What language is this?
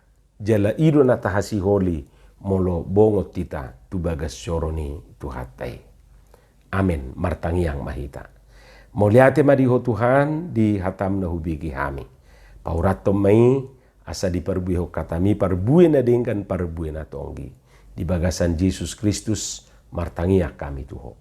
Batak Toba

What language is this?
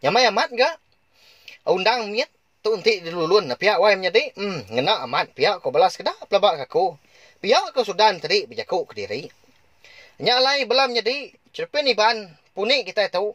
Iban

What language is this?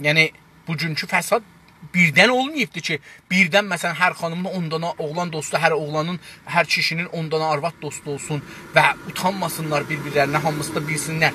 South Azerbaijani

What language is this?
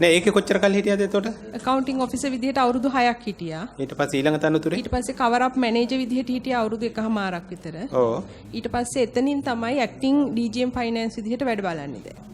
Sinhala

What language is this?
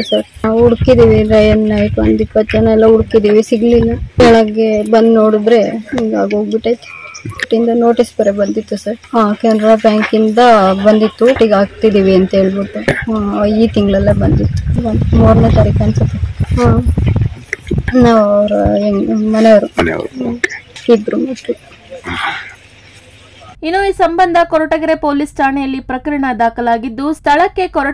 Kannada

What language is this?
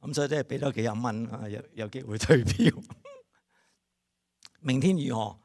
Cantonese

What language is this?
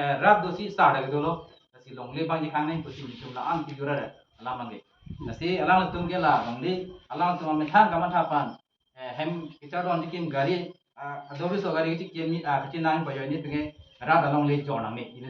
Karbi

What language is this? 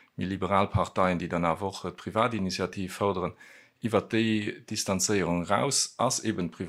Luxembourgish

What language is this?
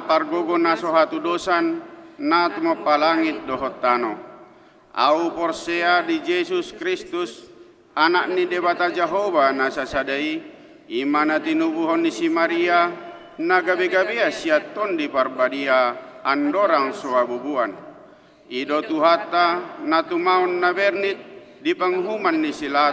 Batak Toba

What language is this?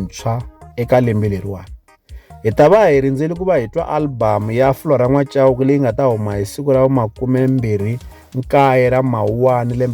Tsonga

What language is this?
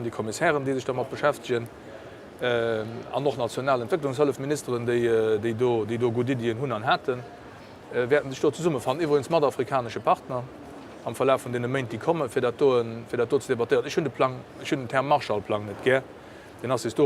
Luxembourgish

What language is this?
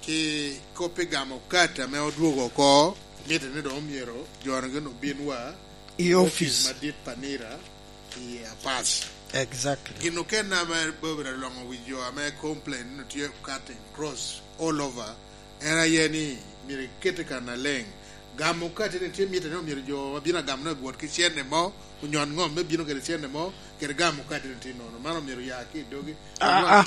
Lango (Uganda)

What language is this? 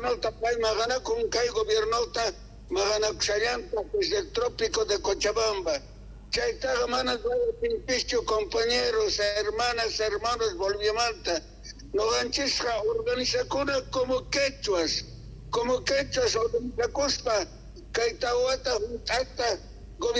South Bolivian Quechua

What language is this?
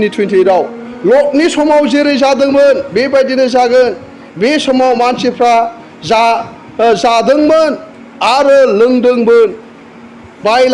Bodo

